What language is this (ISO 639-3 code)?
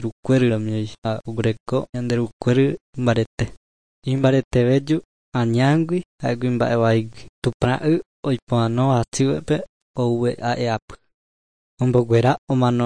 grn